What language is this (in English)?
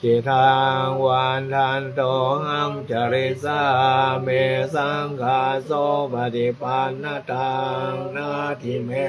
Pali